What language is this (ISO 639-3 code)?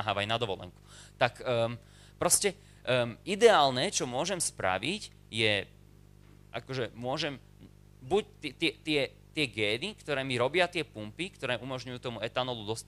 slk